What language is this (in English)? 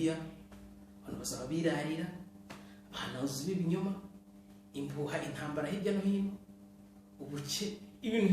Kinyarwanda